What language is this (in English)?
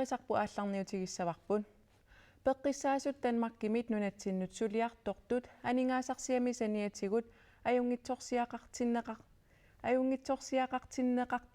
Kalaallisut